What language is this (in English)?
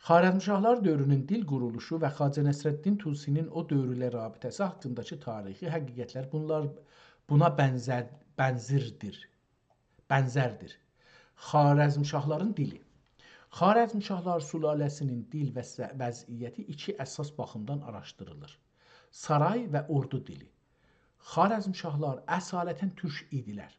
South Azerbaijani